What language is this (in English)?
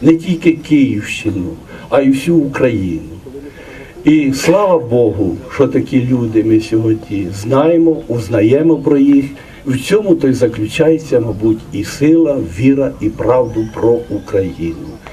Ukrainian